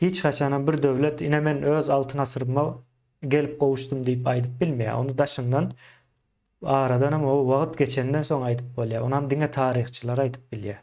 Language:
Turkmen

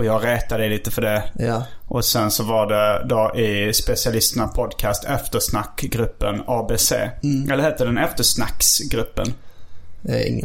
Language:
Swedish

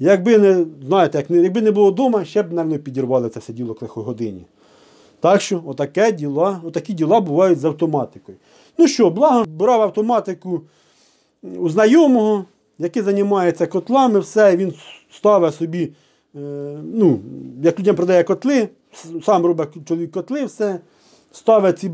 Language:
Ukrainian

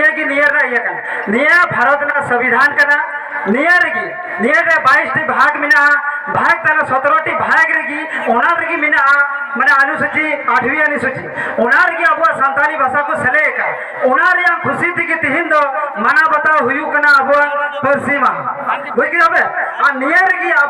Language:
Santali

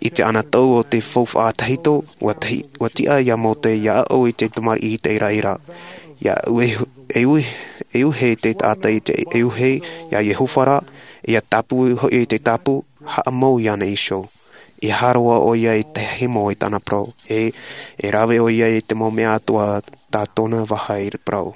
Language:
Tahitian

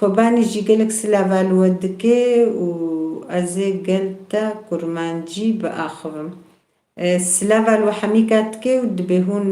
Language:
Kurdish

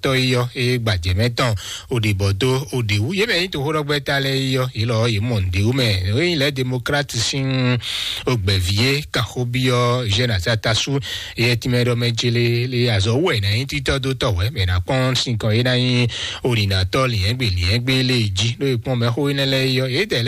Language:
Fon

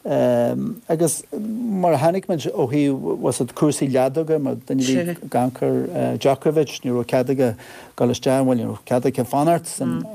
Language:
Irish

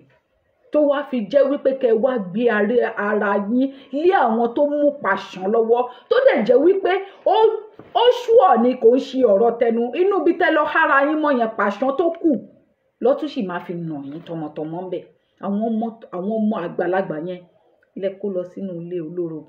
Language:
Yoruba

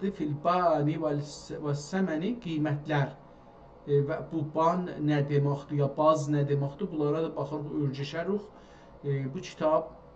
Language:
South Azerbaijani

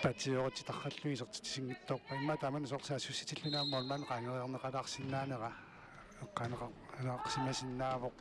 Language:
Kalaallisut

